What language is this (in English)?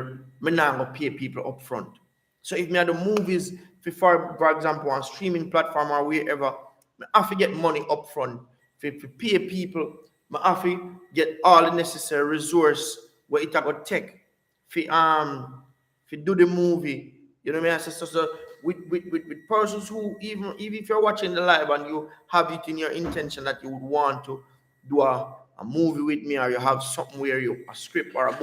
Jamaican Creole English